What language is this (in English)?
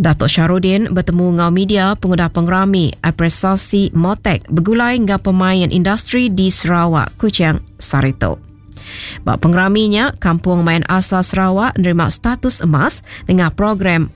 Iban